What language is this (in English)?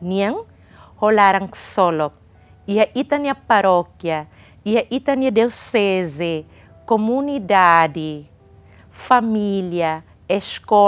Tetum